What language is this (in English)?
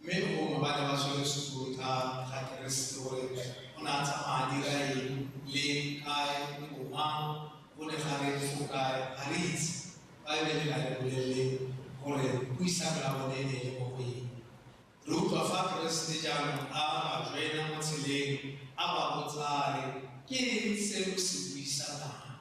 Tswana